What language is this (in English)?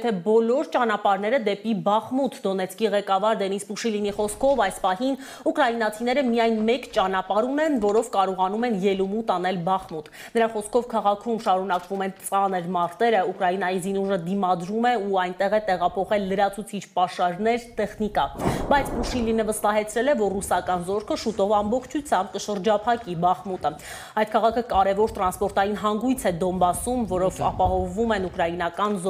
Armenian